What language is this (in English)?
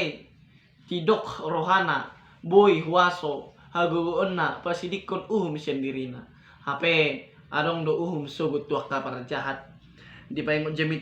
Batak Toba